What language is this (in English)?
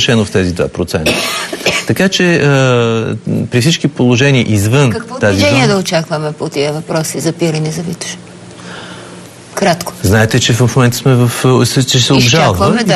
Bulgarian